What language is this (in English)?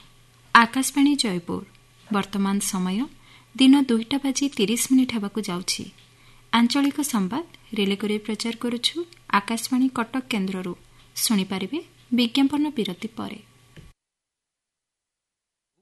Odia